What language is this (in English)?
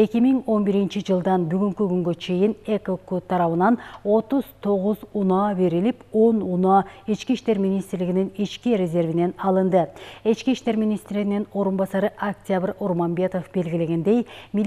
Kyrgyz